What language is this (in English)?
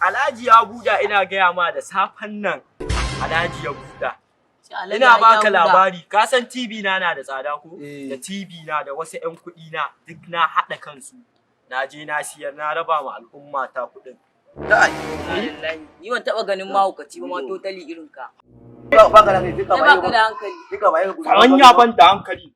Hausa